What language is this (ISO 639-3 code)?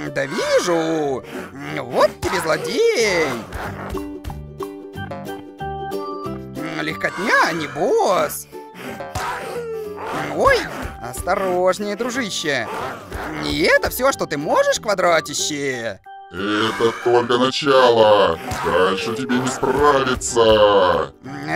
rus